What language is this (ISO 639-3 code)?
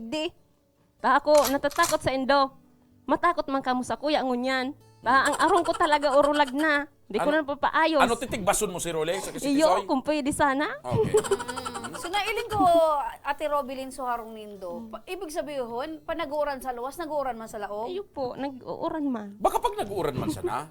bik